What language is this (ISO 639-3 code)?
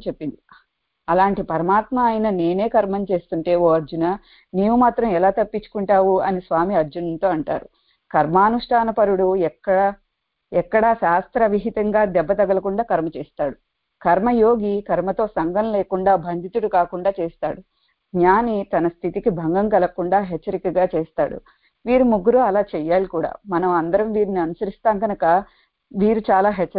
tel